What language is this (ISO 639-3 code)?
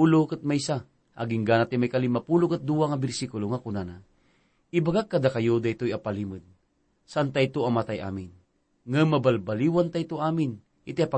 ilo